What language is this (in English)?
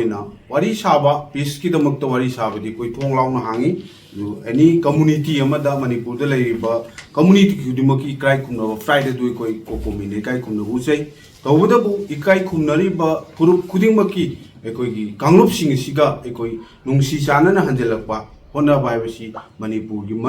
Manipuri